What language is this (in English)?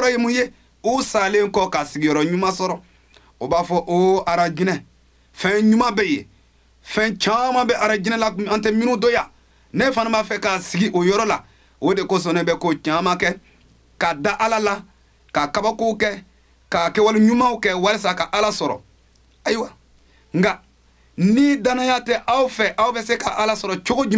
Bambara